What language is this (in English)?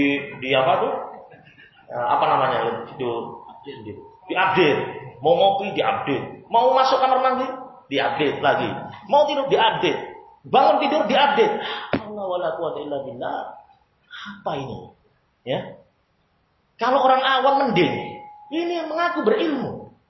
Indonesian